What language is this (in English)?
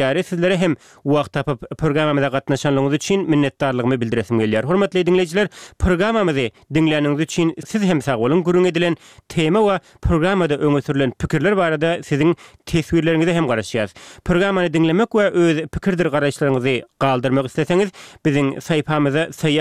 Turkmen